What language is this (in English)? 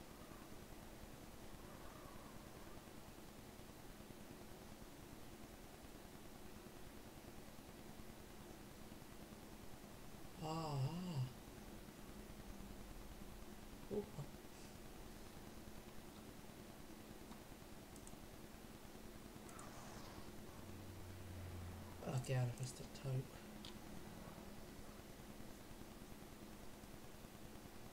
Hungarian